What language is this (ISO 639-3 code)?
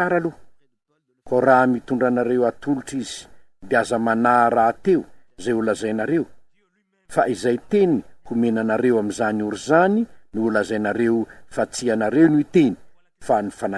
mlg